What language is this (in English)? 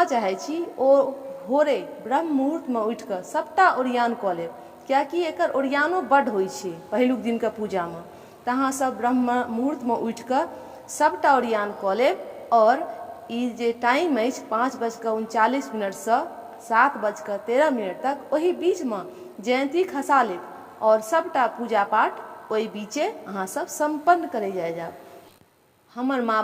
Maithili